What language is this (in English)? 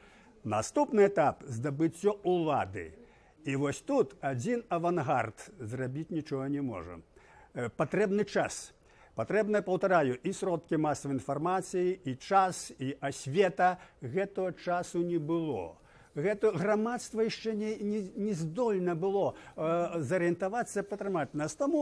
Belarusian